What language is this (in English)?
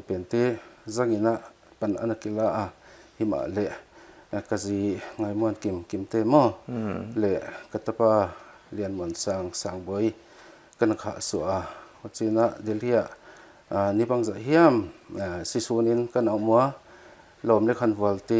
Paite Chin